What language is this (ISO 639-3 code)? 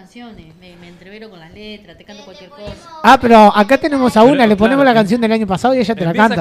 spa